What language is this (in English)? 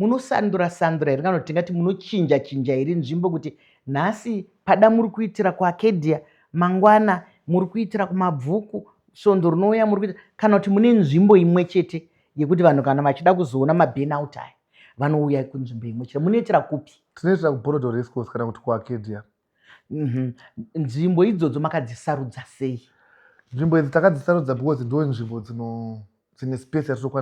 Shona